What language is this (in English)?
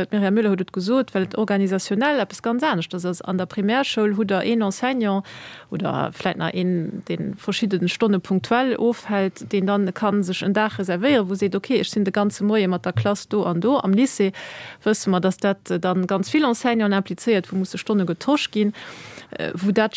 Luxembourgish